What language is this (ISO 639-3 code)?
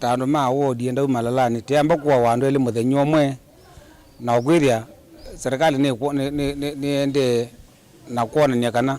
kam